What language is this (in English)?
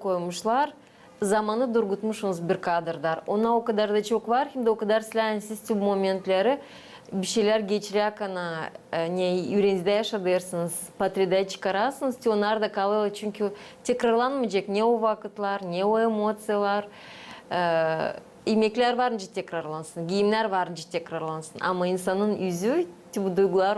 Gagauz